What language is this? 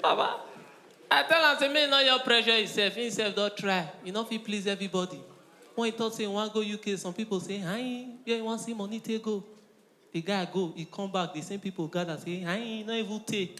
Nigerian Pidgin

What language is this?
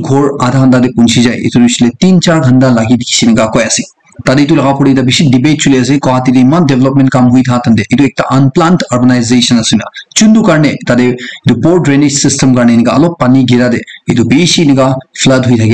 Naga Pidgin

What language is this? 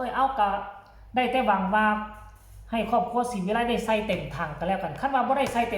Northeastern Thai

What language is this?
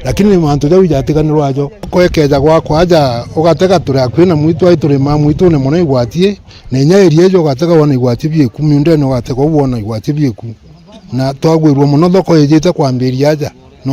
Meru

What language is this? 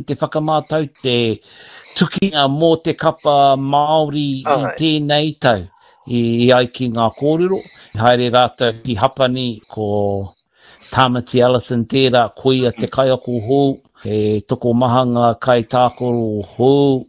Māori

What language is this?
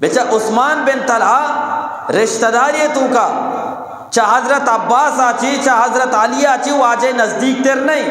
Eastern Balochi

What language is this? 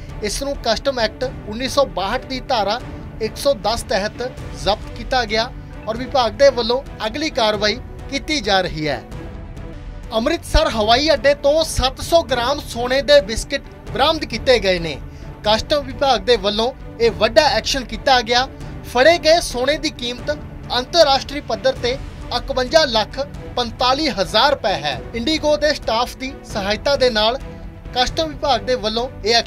Punjabi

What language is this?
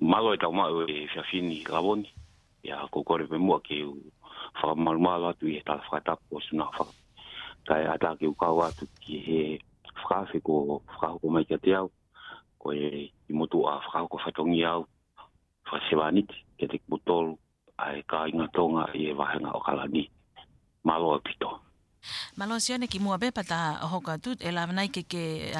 Tongan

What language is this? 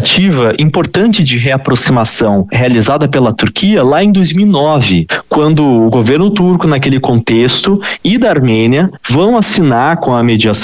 Portuguese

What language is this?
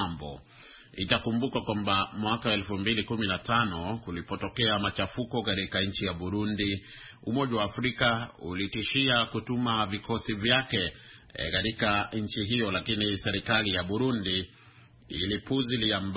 Swahili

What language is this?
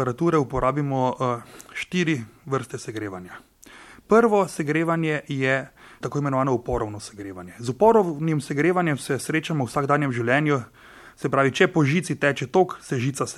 Slovenian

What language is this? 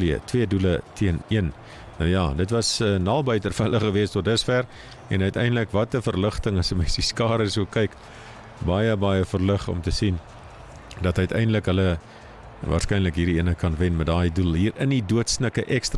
Afrikaans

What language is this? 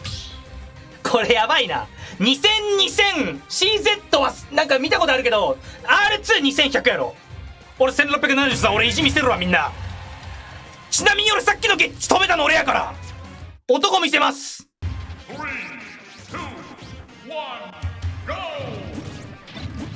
Japanese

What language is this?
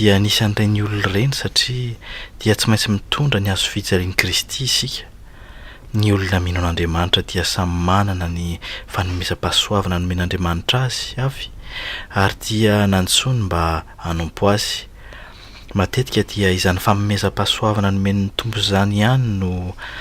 Malagasy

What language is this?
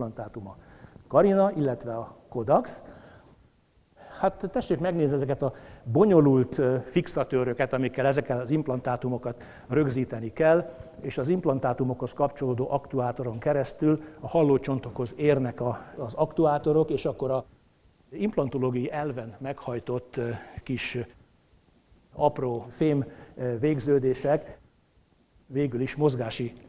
Hungarian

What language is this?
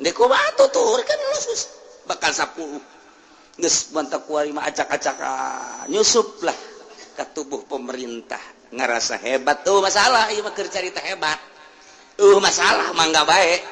Sundanese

